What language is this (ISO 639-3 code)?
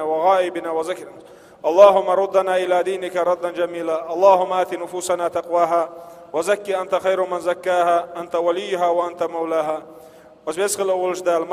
che